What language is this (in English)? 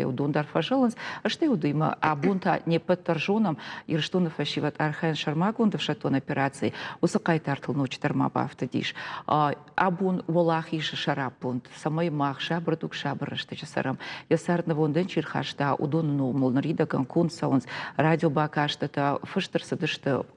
Ossetic